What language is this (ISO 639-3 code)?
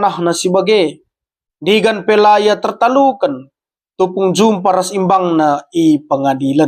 btx